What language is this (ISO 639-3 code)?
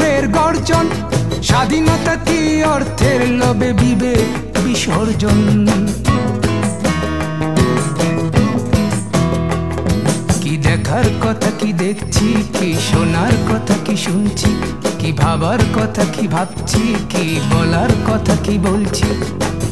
ben